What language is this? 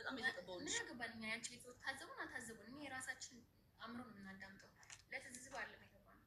Amharic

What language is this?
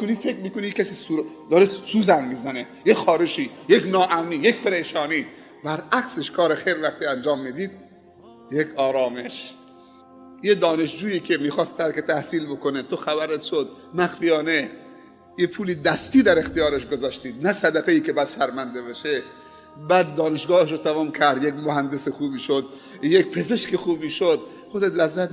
Persian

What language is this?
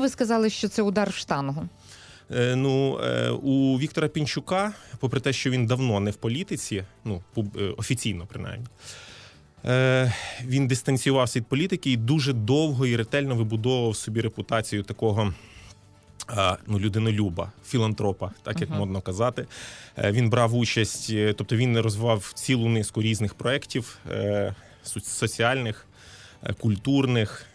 Ukrainian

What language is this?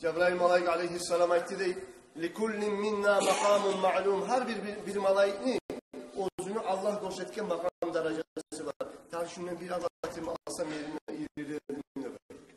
Kumyk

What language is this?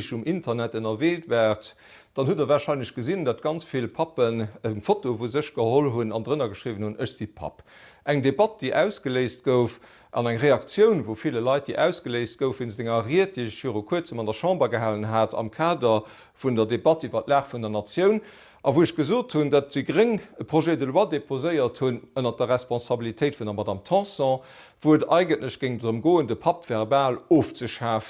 Luxembourgish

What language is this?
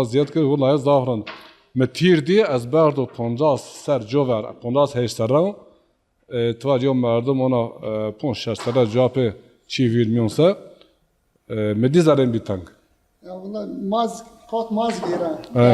Zaza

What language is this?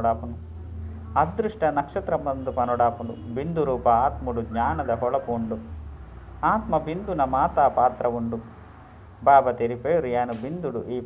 Tulu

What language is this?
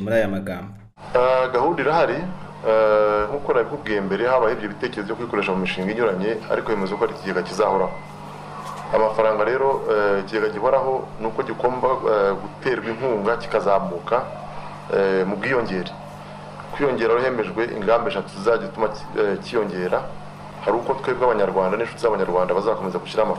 Kinyarwanda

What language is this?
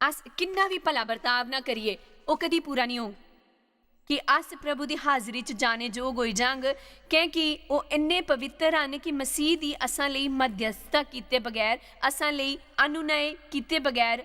Dogri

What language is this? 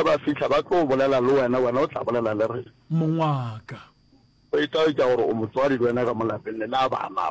Northern Sotho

